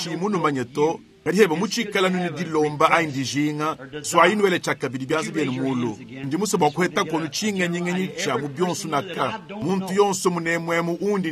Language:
Luba-Lulua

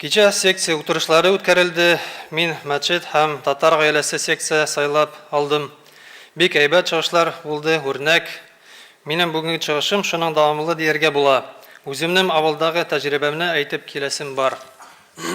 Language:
Tatar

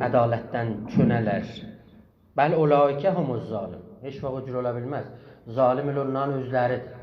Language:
South Azerbaijani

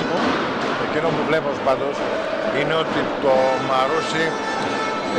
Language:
Greek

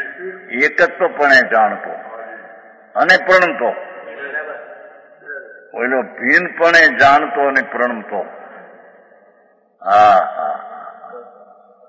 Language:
Gujarati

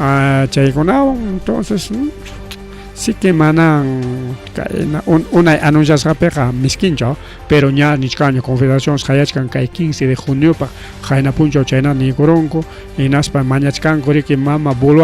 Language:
Ayacucho Quechua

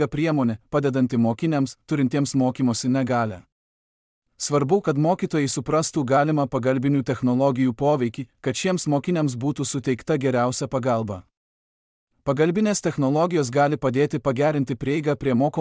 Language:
Lithuanian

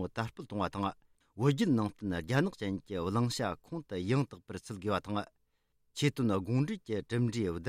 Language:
Tibetan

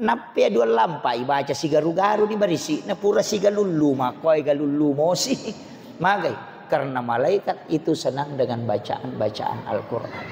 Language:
Buginese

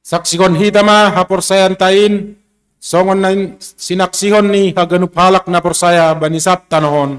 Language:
Batak Simalungun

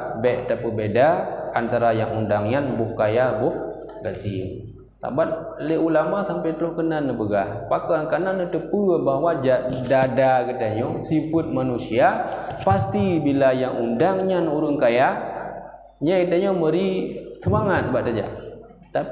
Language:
Achinese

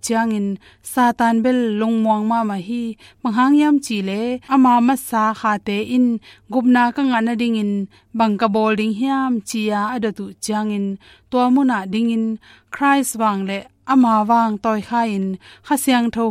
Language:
Tedim Chin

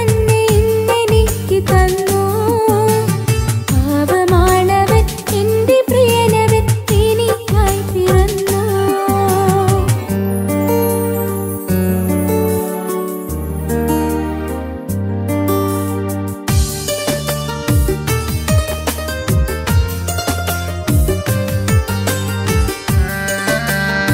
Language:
Malayalam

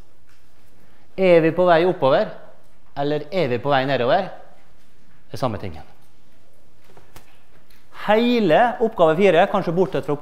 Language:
Norwegian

